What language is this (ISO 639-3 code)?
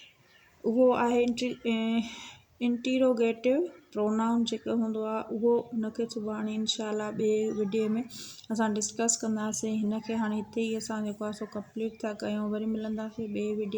snd